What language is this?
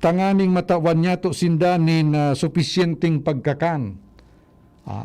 Bikol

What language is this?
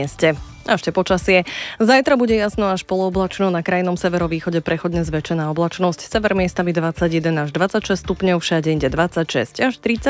Slovak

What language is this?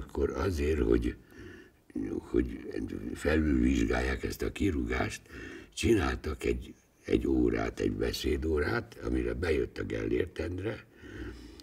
Hungarian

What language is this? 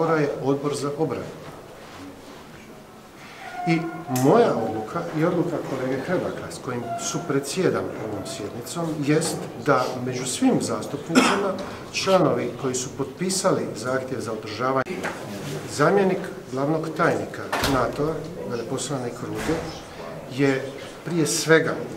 Croatian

